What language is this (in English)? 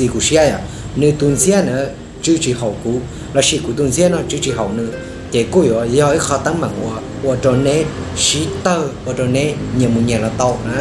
Hmong